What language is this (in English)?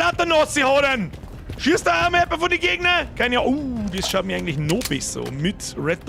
Bavarian